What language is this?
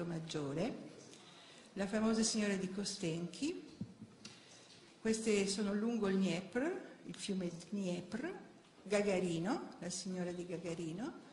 Italian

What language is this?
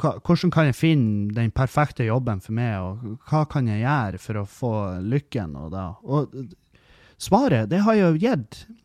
Norwegian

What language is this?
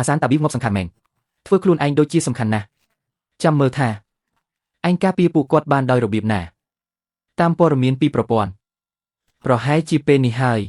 Khmer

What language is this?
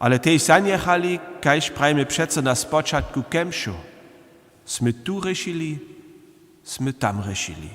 Upper Sorbian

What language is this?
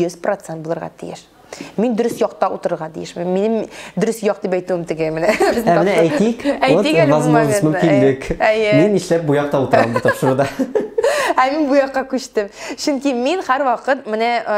Tatar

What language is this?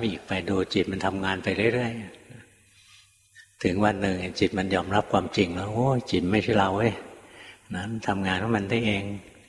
Thai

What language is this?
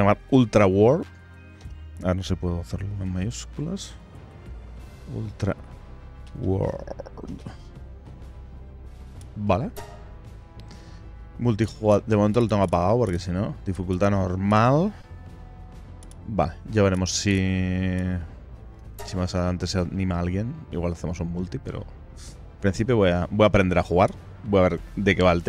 Spanish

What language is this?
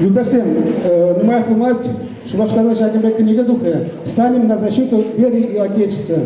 Chuvash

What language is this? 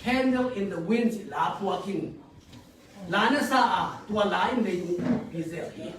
Tedim Chin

